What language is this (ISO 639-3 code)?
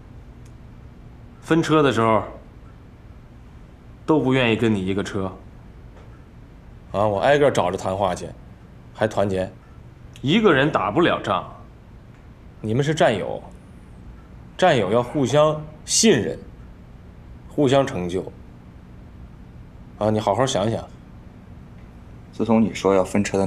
zho